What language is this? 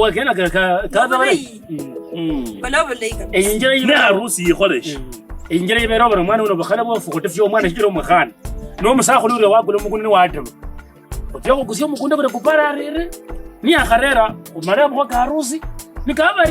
Kabras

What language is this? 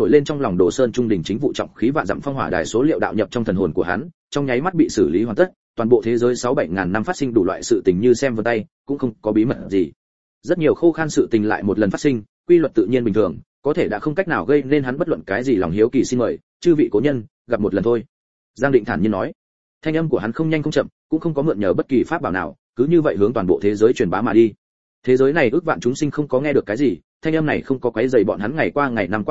Vietnamese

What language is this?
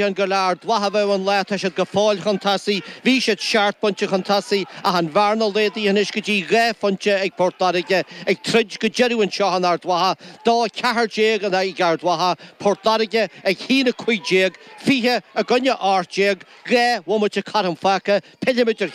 Irish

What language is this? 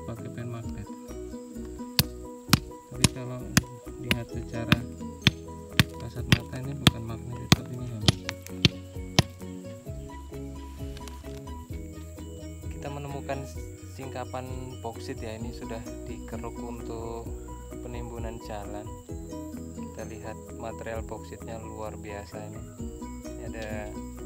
Indonesian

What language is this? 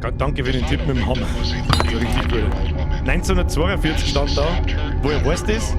Bavarian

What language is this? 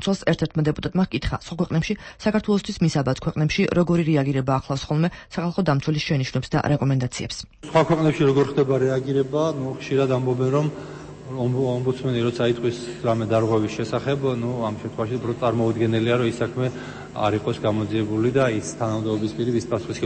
Georgian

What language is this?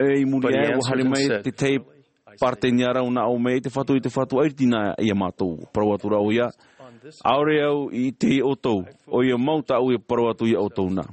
Tahitian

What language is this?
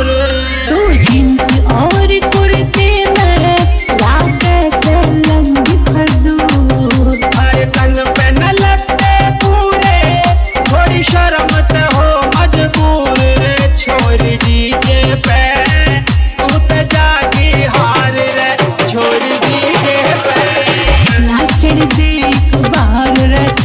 Haryanvi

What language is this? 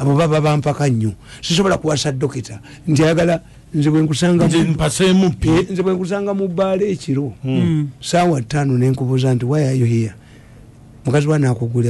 Ganda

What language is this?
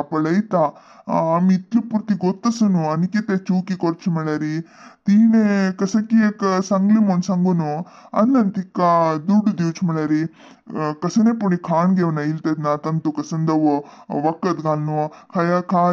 Konkani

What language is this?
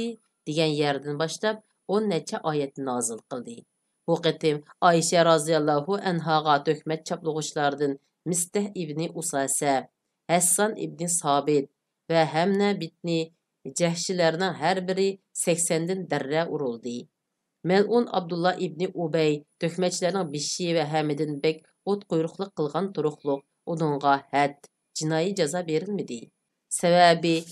Uyghur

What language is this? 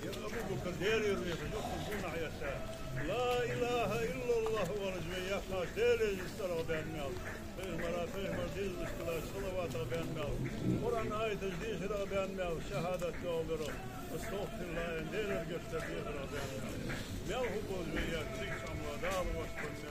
Ingush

